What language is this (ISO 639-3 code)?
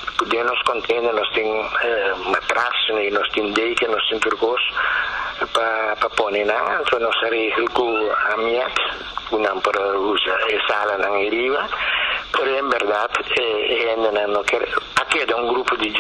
pap